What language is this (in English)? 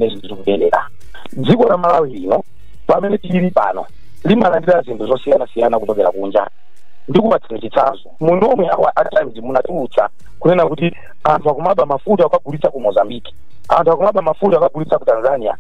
Nyanja